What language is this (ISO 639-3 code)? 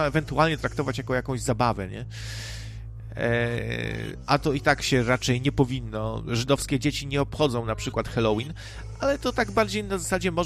pol